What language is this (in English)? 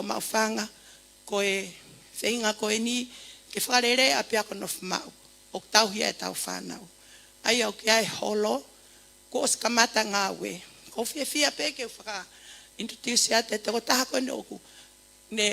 Tongan